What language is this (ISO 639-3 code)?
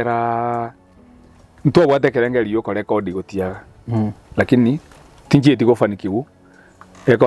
guz